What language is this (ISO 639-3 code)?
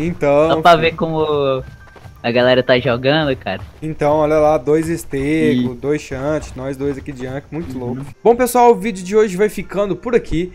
por